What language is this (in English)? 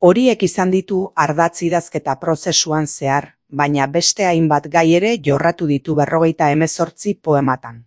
Basque